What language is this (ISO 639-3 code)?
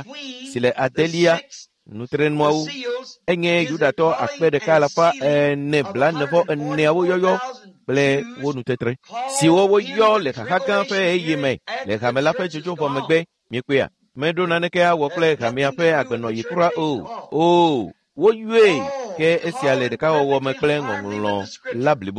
ewe